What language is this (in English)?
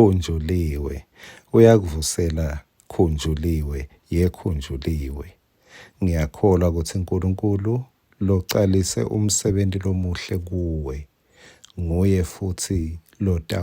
Swati